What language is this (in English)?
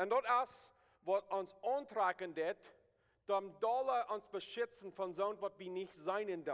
Plautdietsch